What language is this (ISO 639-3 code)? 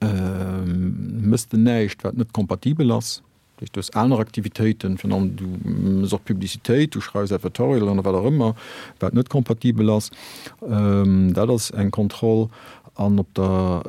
ltz